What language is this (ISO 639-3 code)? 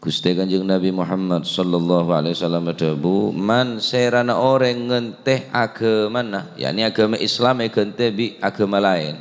mad